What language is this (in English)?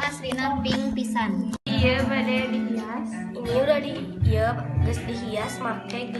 Sundanese